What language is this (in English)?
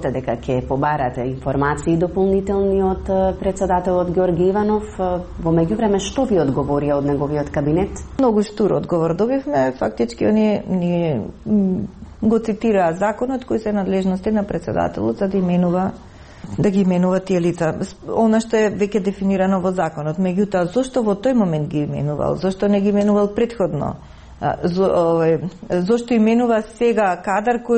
Macedonian